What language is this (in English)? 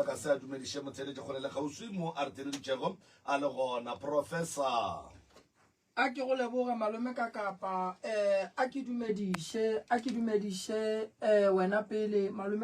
Northern Sotho